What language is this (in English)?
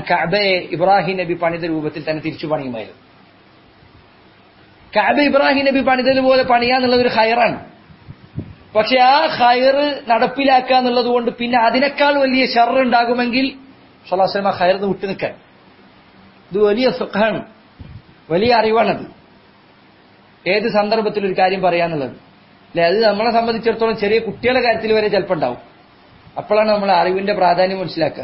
Malayalam